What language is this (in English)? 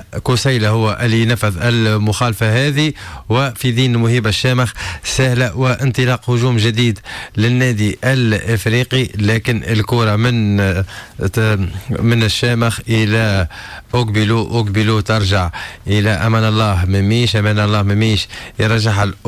Tunisian Arabic